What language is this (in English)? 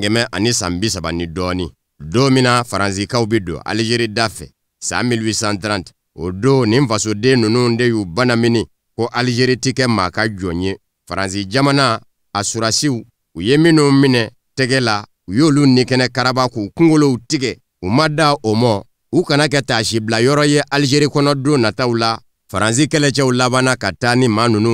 Bambara